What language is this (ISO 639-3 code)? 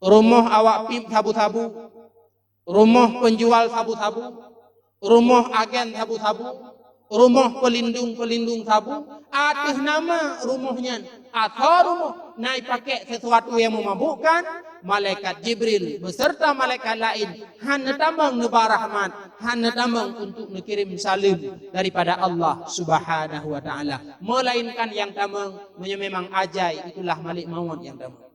ace